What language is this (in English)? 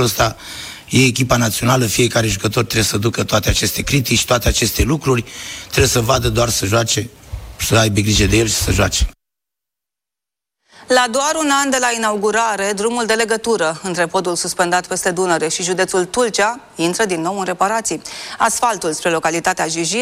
Romanian